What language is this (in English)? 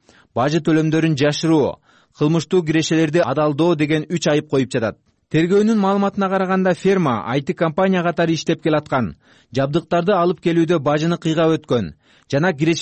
Kyrgyz